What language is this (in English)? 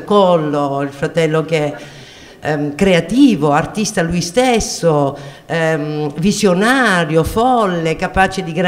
Italian